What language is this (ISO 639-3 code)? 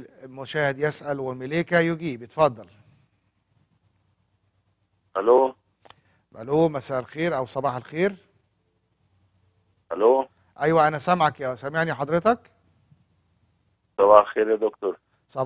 arz